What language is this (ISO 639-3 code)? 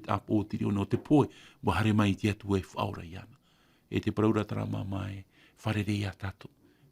tah